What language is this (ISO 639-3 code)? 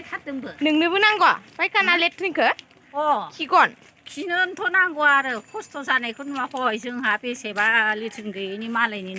brx